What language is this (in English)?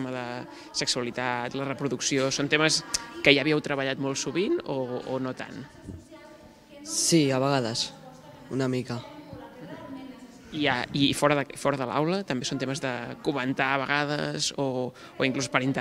Catalan